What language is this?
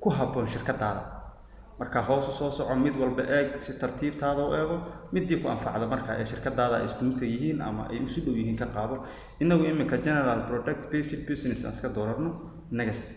Somali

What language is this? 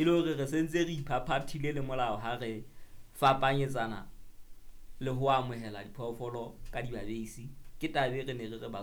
Southern Sotho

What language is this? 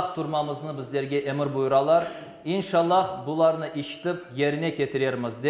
Crimean Tatar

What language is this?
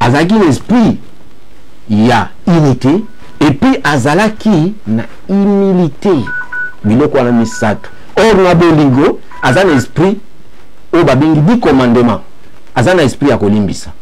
Lingala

